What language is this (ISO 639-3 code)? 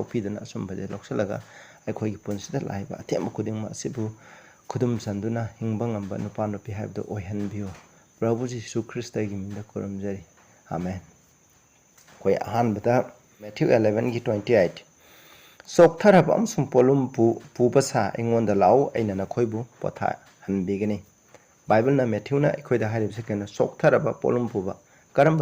mni